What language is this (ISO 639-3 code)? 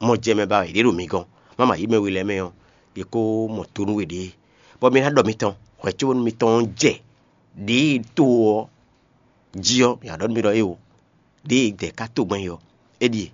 fon